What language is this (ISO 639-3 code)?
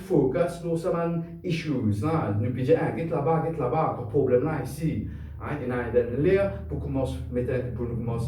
mfe